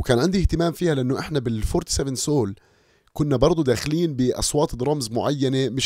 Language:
North Levantine Arabic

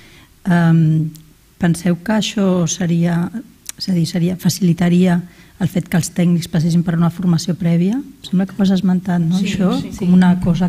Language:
Catalan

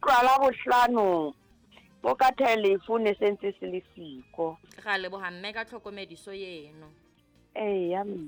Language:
Southern Sotho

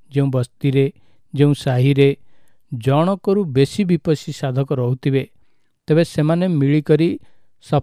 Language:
Odia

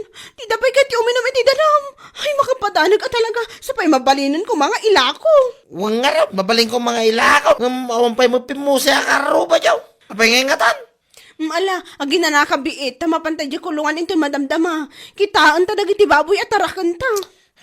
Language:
Iloko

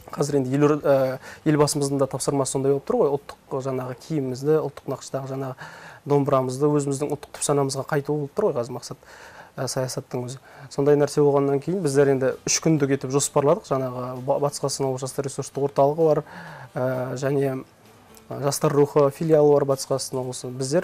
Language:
Kazakh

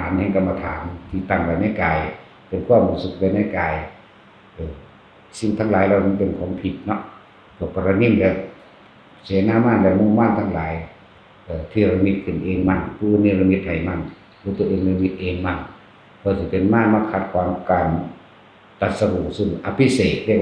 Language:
Northeastern Thai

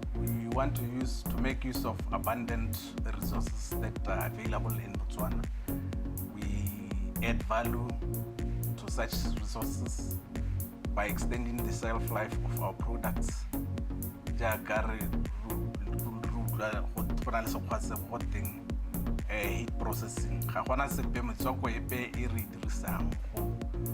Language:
Tswana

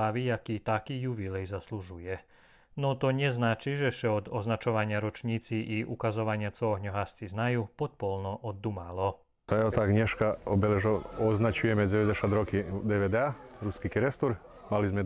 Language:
Rusyn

